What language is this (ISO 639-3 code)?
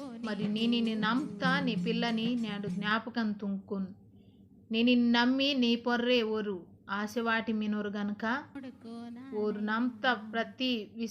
kff